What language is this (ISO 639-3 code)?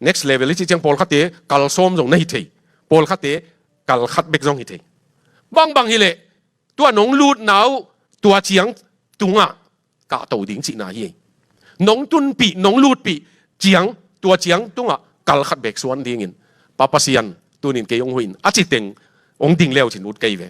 ctd